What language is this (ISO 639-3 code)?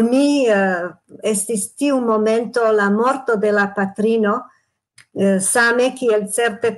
epo